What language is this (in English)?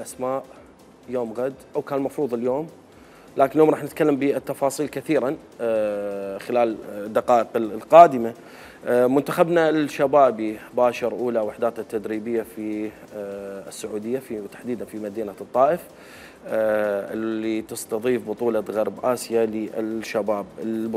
Mesopotamian Arabic